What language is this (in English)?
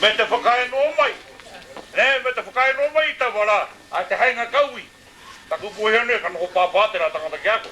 Māori